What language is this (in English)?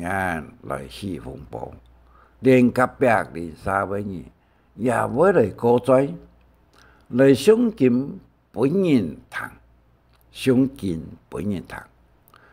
Hakka Chinese